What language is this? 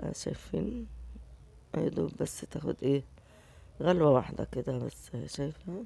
Egyptian Arabic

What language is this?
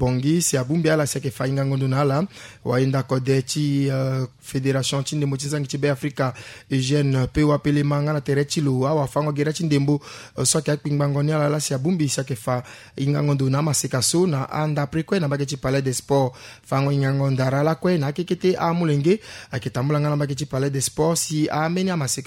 Sango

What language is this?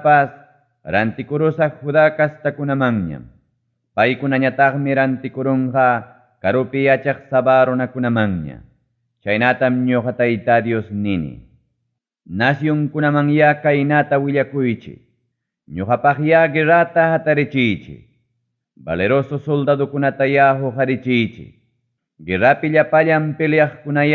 Ayacucho Quechua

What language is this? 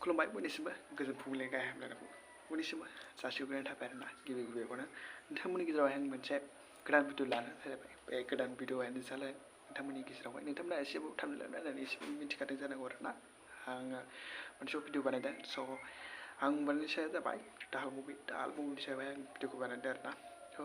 Bodo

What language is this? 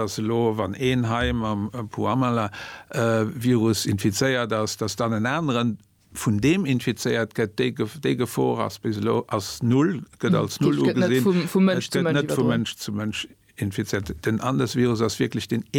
Luxembourgish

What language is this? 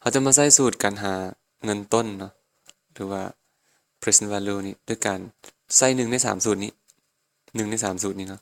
Lao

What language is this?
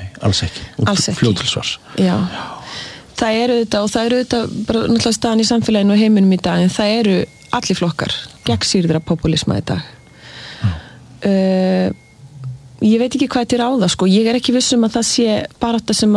Icelandic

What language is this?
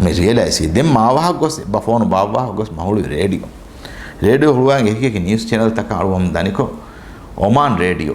Divehi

